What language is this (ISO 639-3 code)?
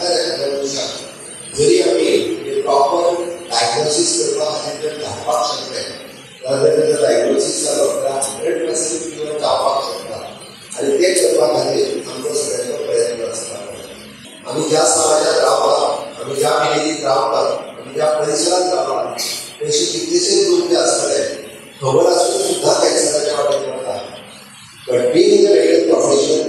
kok